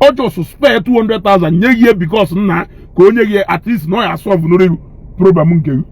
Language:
Igbo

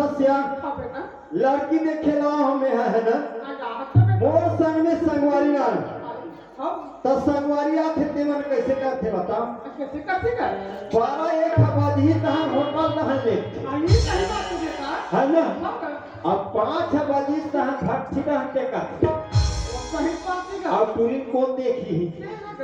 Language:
Chhattisgarhi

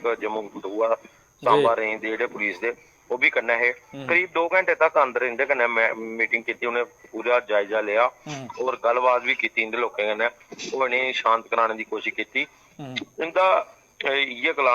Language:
Dogri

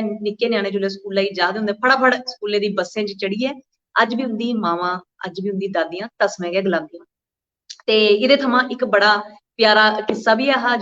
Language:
Dogri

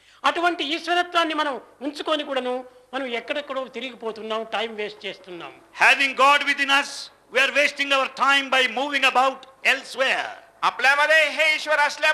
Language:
Telugu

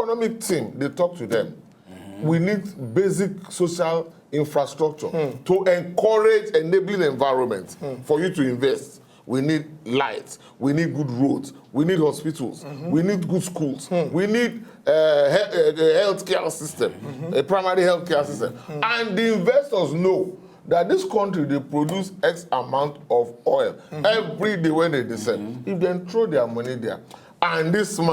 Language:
Nigerian Pidgin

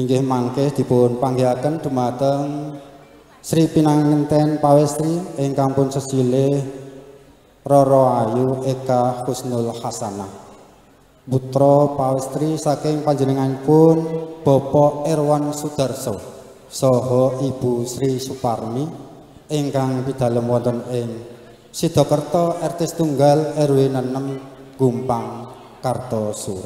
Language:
Javanese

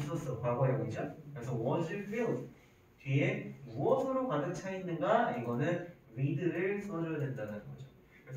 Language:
Korean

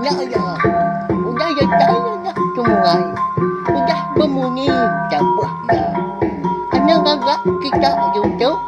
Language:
Iban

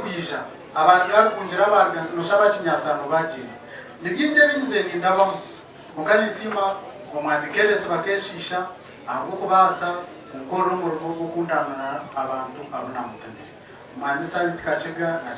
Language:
Nyankole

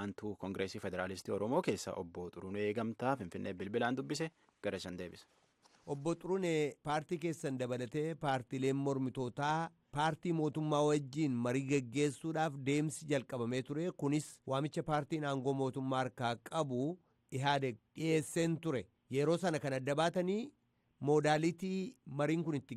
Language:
Oromo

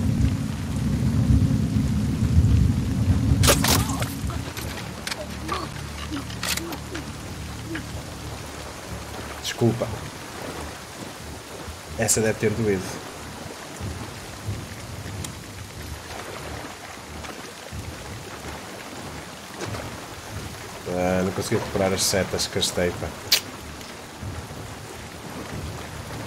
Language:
Portuguese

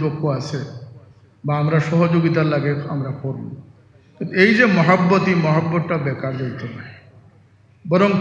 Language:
Sylheti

